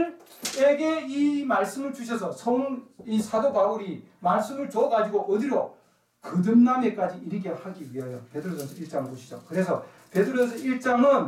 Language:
Korean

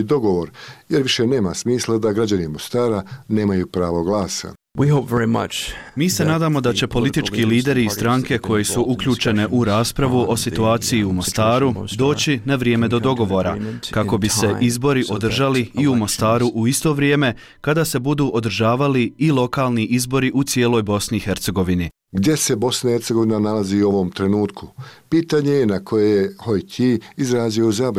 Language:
Bosnian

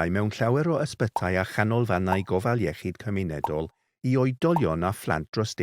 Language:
Welsh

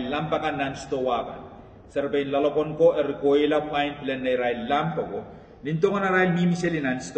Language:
Pohnpeian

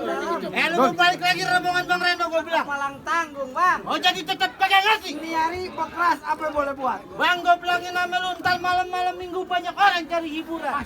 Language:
Betawi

